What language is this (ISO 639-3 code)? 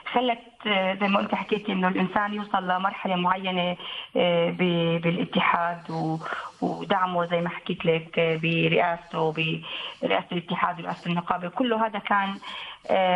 apc